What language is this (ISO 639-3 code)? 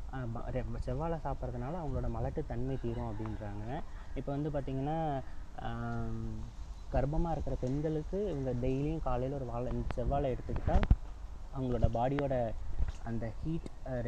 tam